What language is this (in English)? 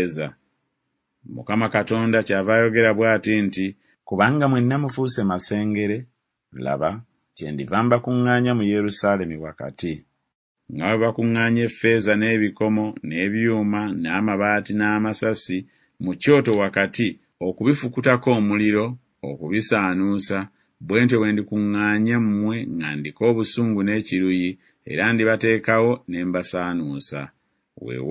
Ganda